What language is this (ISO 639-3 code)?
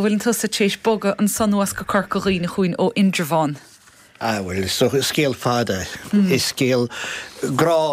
gle